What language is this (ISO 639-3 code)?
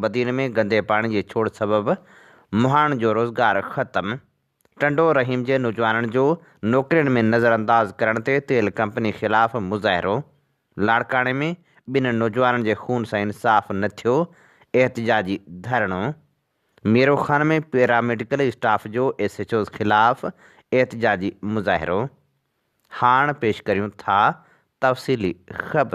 snd